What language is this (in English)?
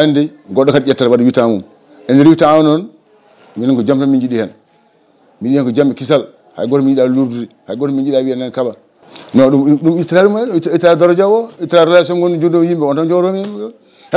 Fula